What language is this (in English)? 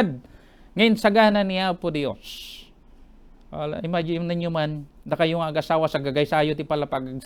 Iloko